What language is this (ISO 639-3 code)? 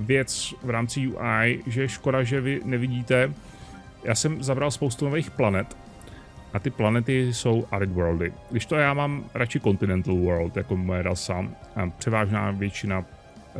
ces